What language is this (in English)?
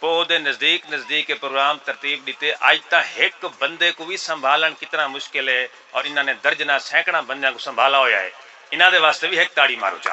Saraiki